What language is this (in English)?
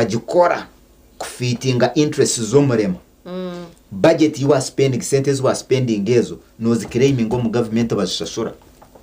Nyankole